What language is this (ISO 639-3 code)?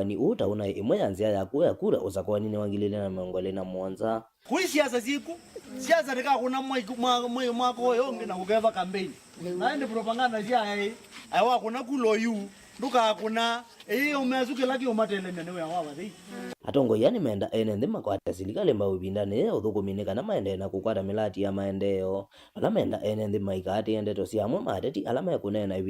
kam